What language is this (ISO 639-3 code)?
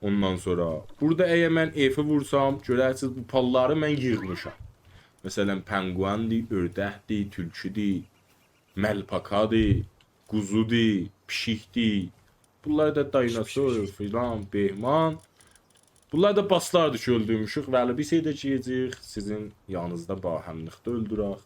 azb